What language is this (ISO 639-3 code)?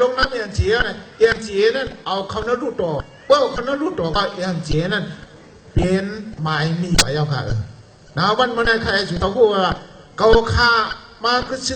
shn